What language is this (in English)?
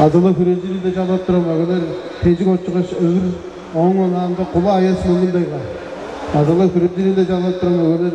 Tuvinian